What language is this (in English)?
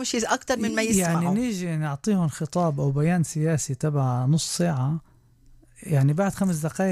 North Levantine Arabic